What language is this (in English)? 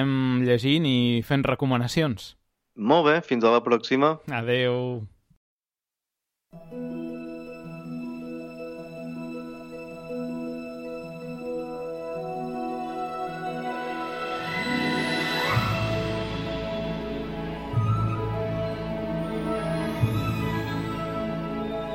Catalan